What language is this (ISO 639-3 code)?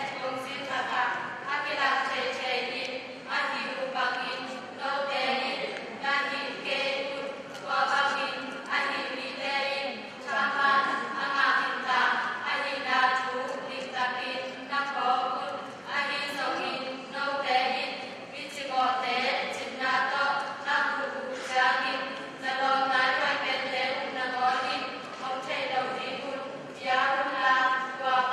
ctd